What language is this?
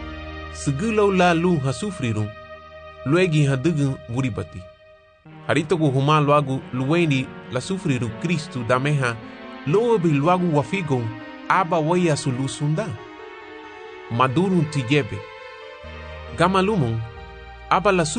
Garifuna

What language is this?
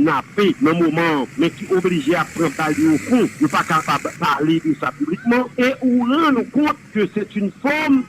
Haitian Creole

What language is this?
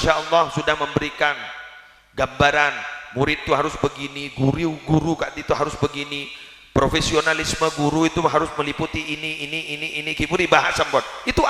Madurese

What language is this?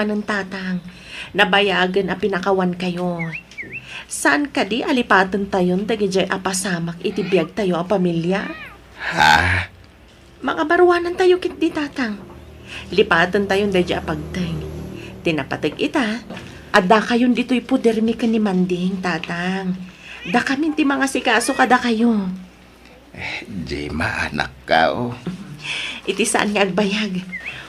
Iloko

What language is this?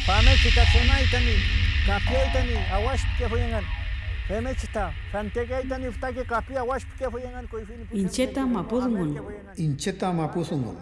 Mapuche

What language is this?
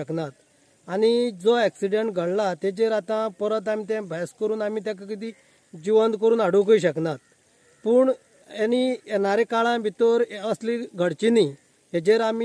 Konkani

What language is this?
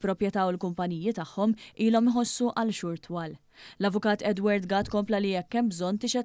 Maltese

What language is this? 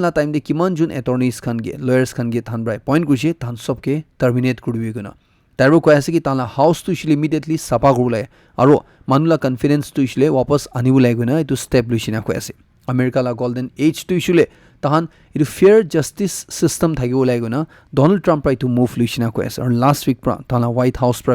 Naga Pidgin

